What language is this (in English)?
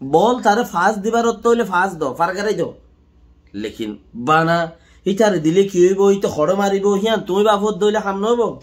Rohingya